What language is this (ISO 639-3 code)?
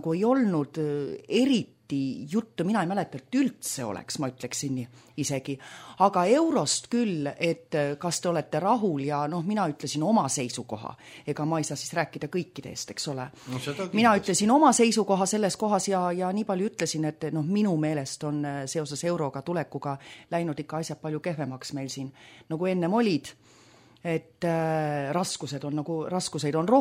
est